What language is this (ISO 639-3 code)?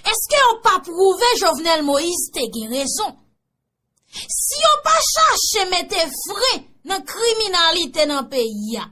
hat